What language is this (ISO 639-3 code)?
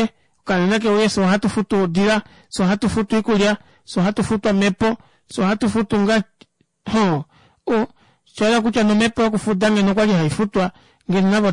kua